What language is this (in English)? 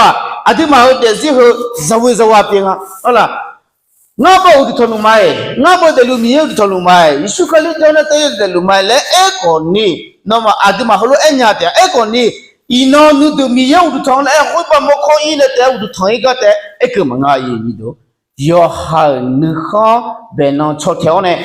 Akha